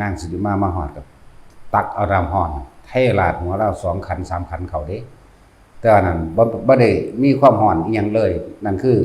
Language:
Northeastern Thai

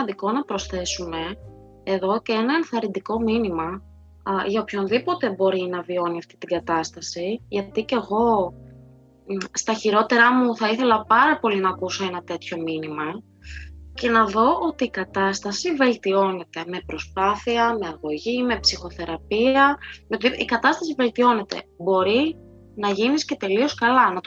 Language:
Greek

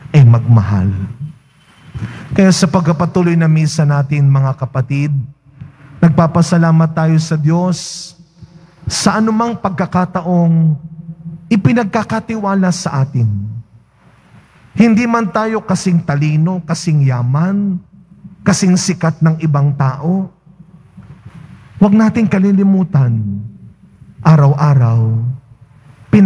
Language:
Filipino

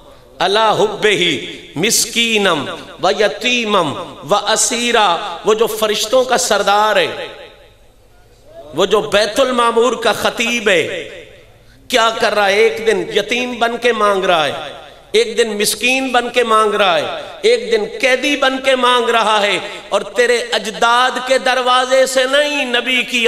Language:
Urdu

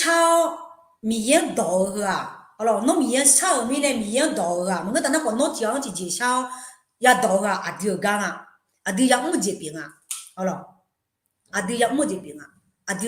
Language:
Akha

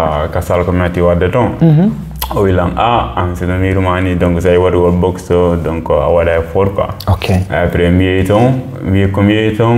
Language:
Fula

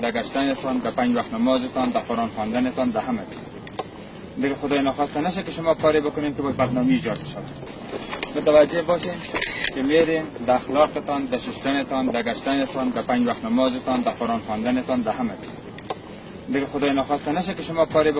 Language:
Persian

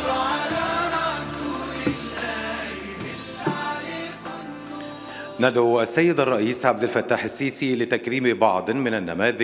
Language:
Egyptian Arabic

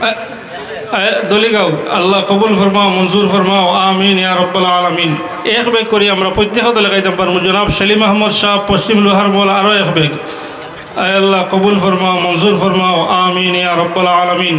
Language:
Sylheti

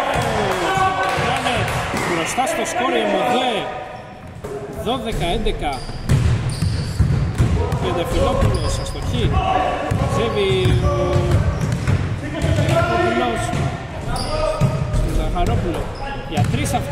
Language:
Greek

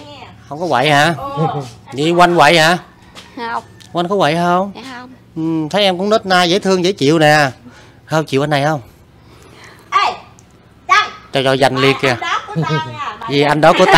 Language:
Vietnamese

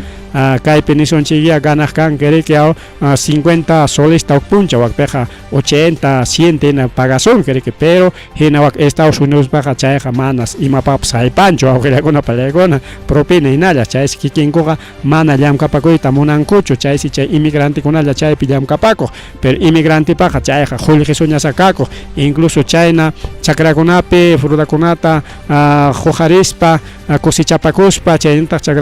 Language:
Ayacucho Quechua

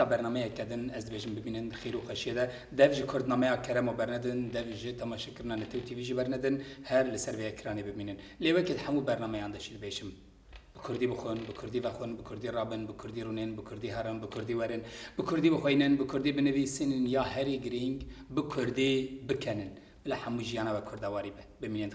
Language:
Kurdish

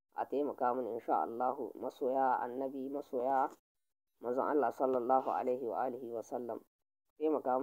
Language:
Hausa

